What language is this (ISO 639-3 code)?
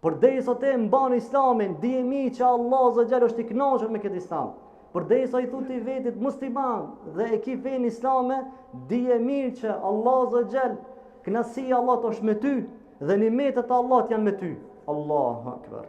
sqi